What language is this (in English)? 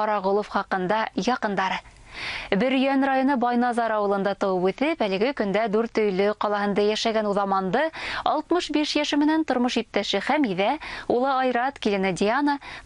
Bashkir